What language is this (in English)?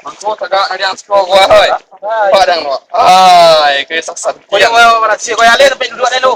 Minangkabau